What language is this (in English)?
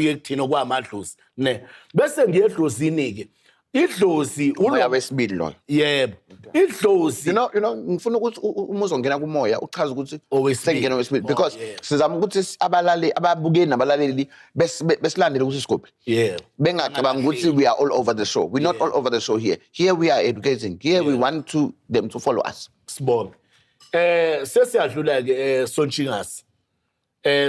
Zulu